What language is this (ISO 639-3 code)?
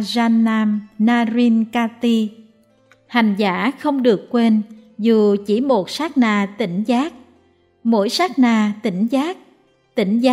vie